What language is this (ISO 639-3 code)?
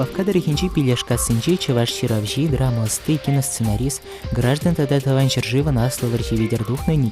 chv